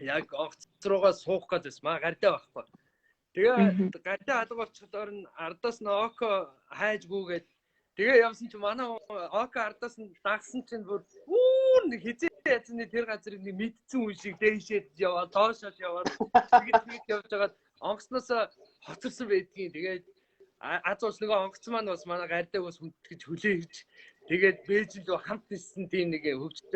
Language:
Mongolian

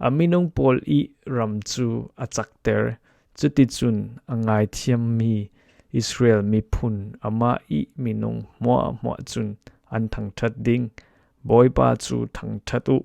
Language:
Falam Chin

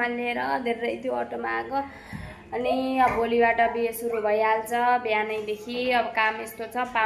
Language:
Nepali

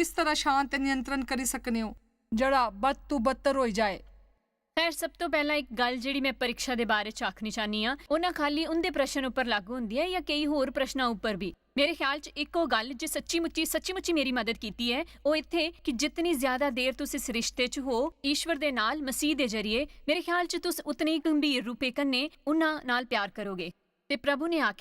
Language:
Dogri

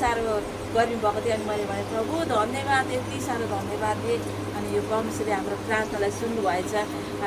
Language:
Nepali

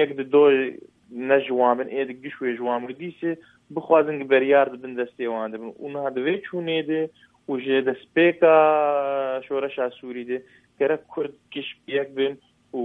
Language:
Kurdish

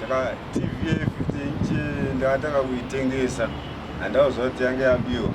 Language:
Shona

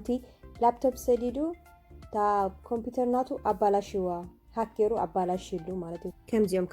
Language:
Tigrinya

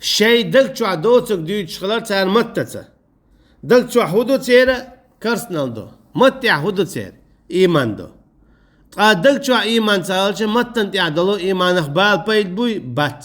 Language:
Chechen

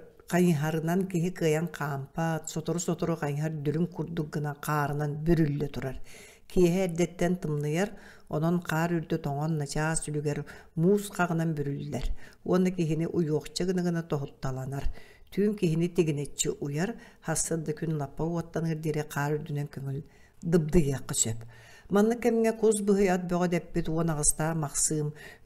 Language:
Yakut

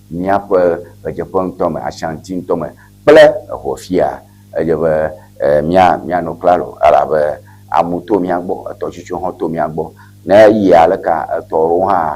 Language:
Ewe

